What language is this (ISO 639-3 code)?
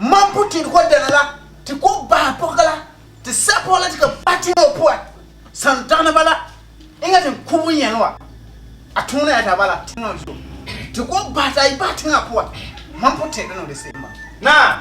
gur